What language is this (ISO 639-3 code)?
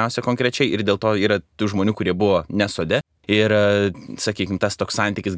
lit